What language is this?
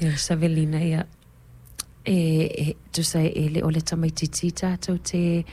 Samoan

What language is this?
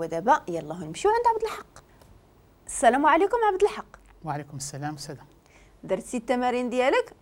Moroccan Arabic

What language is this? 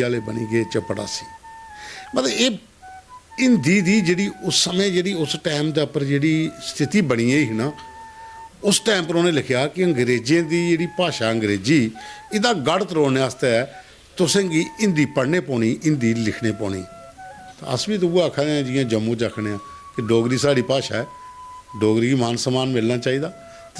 Dogri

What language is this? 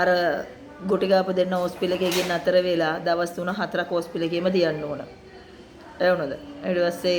Sinhala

